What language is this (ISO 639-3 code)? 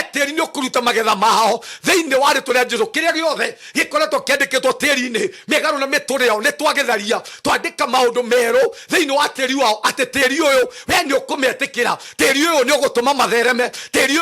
kik